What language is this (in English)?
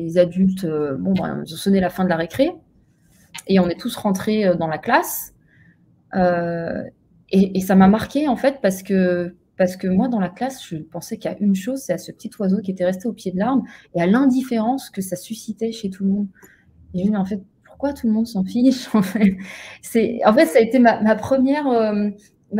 French